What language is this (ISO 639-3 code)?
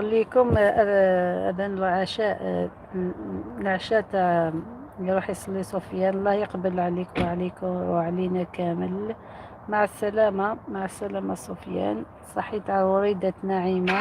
arq